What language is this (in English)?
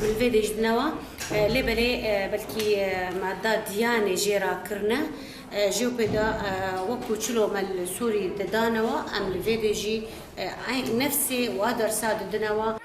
Kurdish